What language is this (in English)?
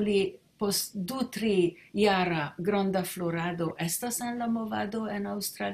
Esperanto